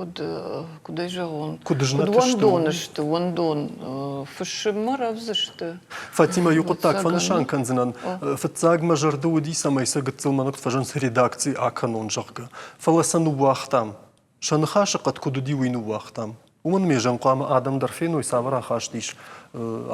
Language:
Ossetic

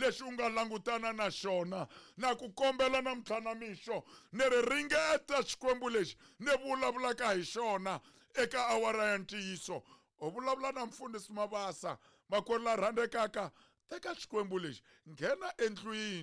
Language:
Tsonga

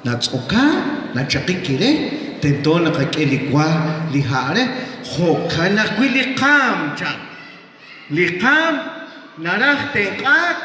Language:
Kekchí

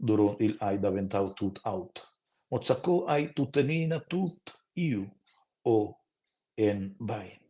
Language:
Romansh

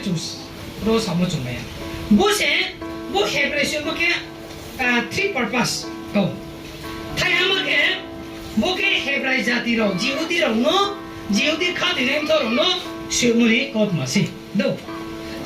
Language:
Riang (India)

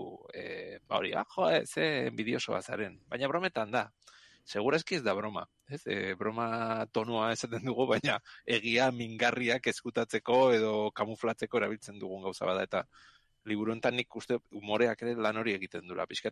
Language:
Basque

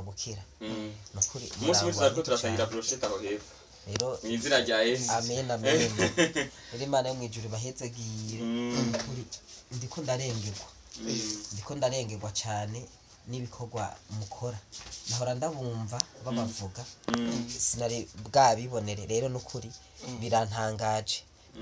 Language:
Rundi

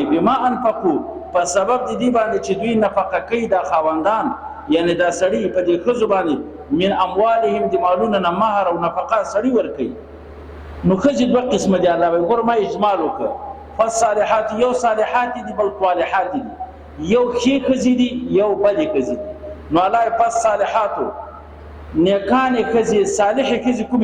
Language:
Pashto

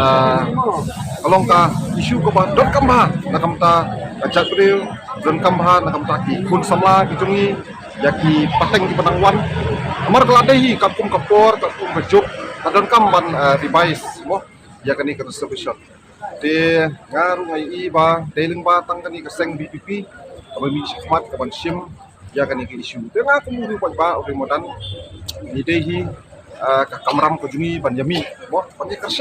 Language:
Khasi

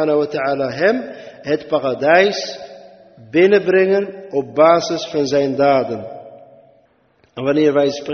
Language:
Dutch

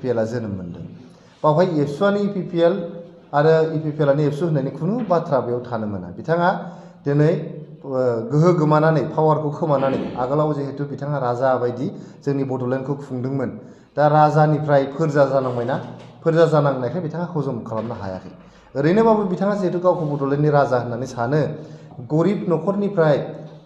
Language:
Bodo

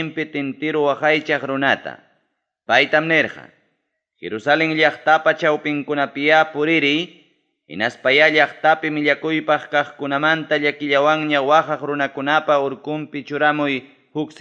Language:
Ayacucho Quechua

